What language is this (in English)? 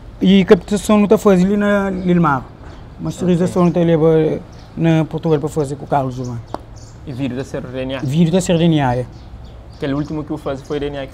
Kabuverdianu